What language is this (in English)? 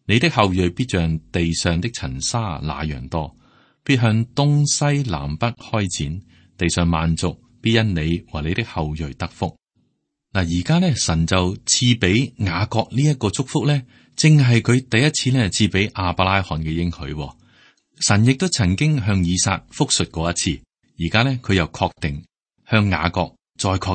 Cantonese